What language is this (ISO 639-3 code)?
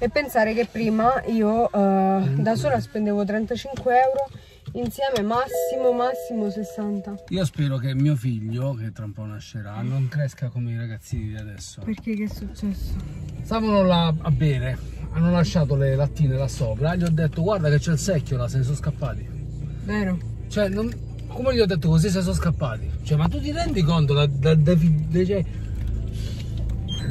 ita